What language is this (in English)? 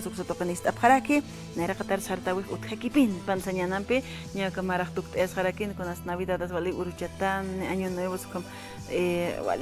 Aymara